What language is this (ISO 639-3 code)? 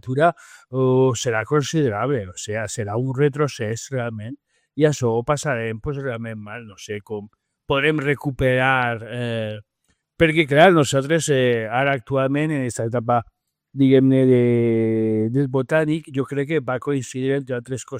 cat